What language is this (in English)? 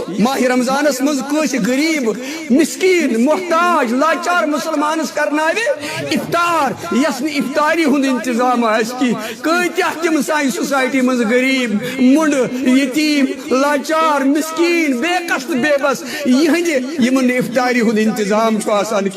Kashmiri